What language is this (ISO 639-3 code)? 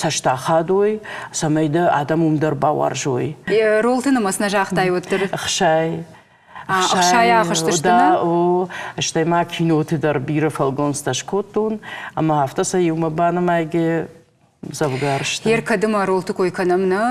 oss